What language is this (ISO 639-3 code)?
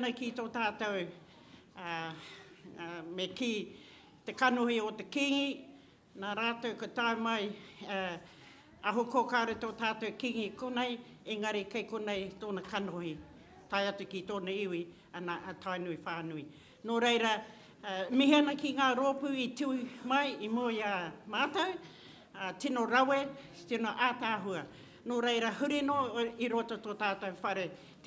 mri